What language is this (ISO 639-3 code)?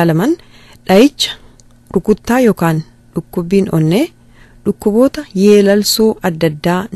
orm